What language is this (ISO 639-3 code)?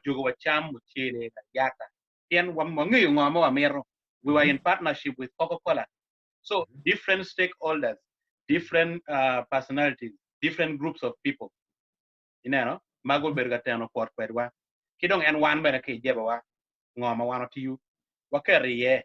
ach